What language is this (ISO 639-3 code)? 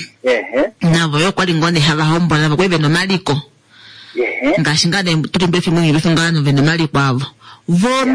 kua